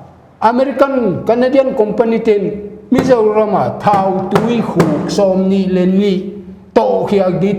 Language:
Paite Chin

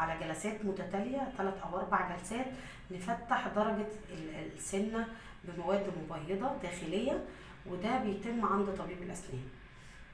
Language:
Egyptian Arabic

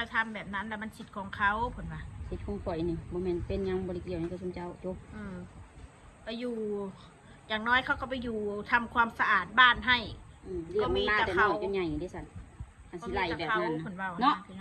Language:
Northeastern Thai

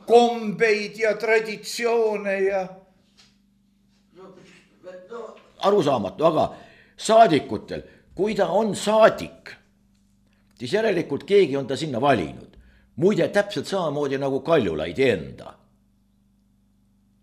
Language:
Estonian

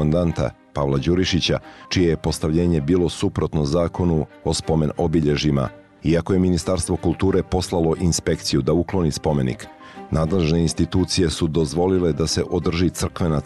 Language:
Bosnian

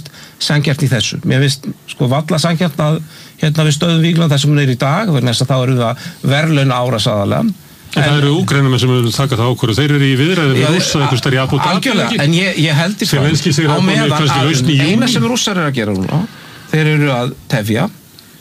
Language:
Icelandic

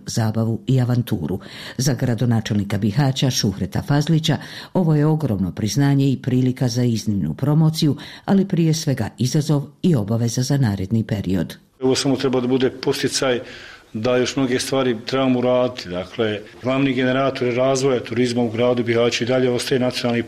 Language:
Bosnian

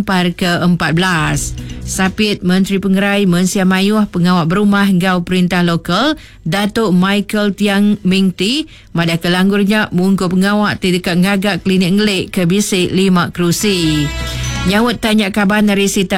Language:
Iban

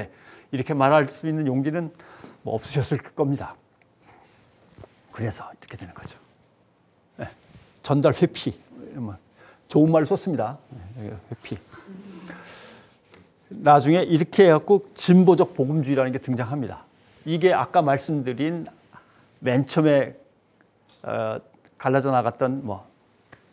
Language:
Korean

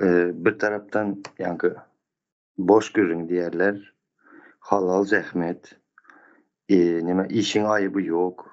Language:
Turkmen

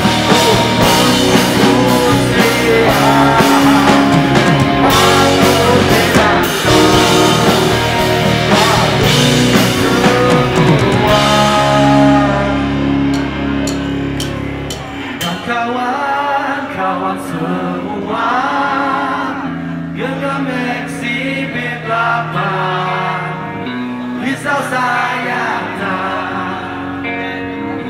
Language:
Indonesian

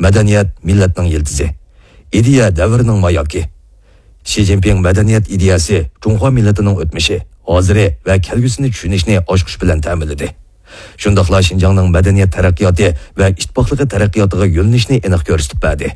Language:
Uyghur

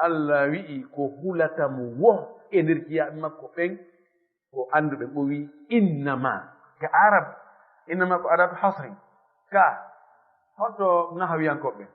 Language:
Fula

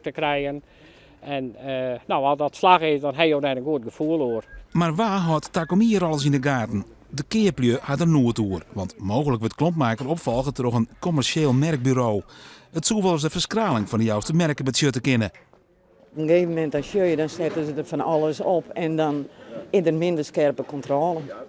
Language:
Western Frisian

